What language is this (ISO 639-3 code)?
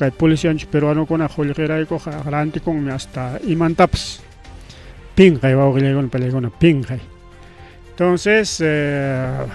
quy